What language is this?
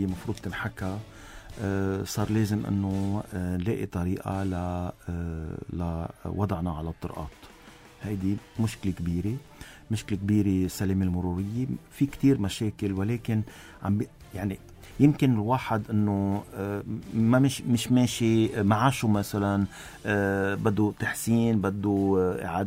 North Levantine Arabic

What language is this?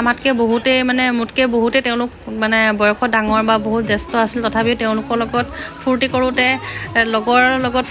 Assamese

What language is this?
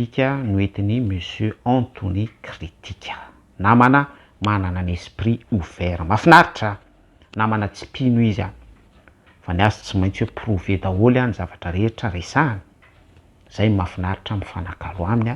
Malagasy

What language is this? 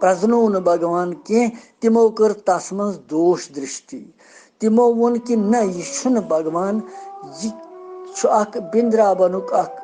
Kashmiri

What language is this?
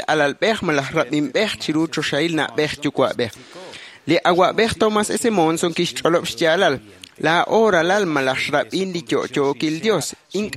Kekchí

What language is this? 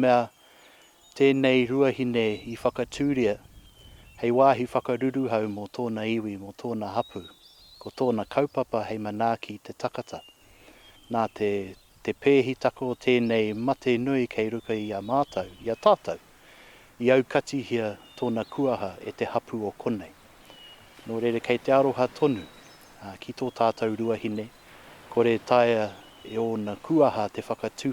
Māori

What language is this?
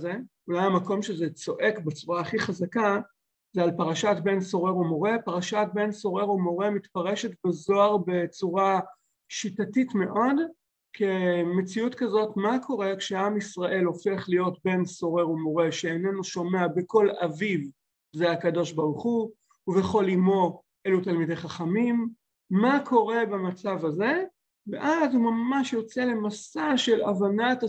Hebrew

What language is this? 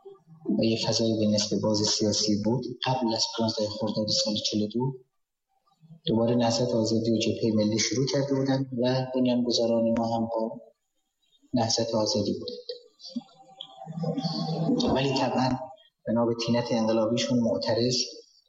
Persian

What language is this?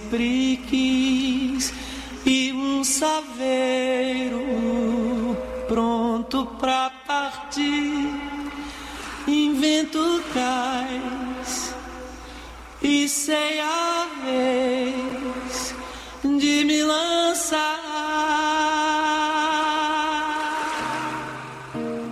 Portuguese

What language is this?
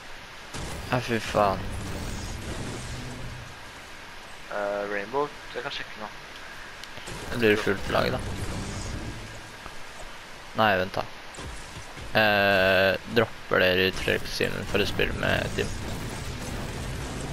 Norwegian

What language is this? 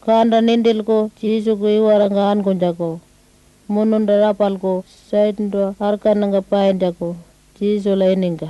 Pitjantjatjara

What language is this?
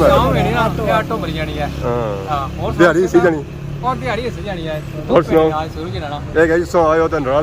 Pahari-Potwari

